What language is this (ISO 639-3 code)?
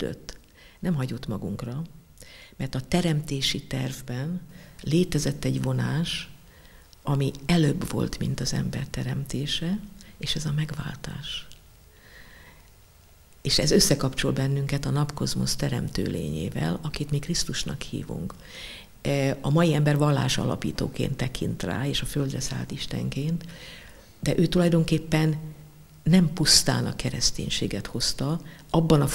hun